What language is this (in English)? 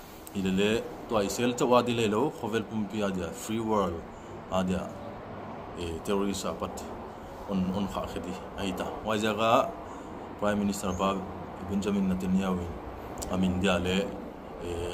Paite Chin